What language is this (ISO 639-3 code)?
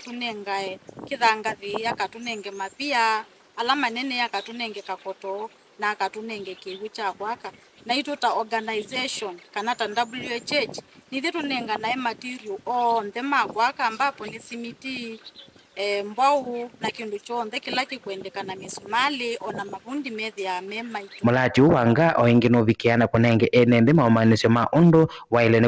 kam